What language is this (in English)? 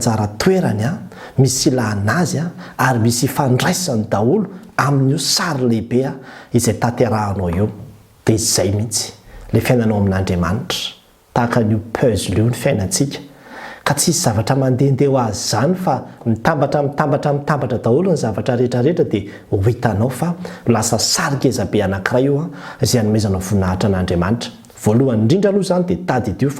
Malagasy